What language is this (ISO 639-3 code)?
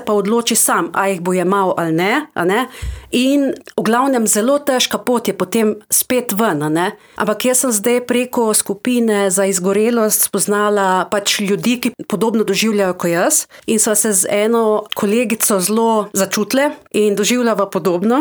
slv